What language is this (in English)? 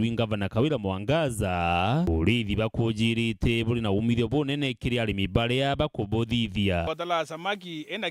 Meru